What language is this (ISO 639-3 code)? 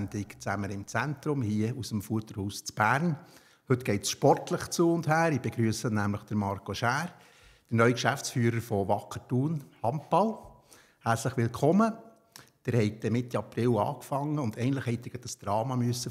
gsw